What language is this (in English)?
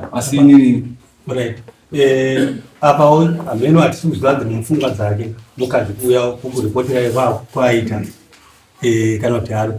Shona